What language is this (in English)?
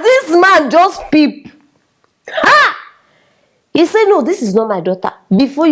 Nigerian Pidgin